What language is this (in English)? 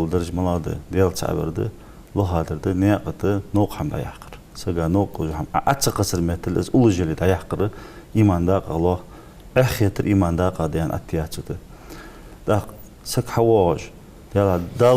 Ingush